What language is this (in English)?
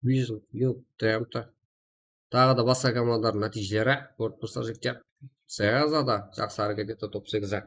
Kara-Kalpak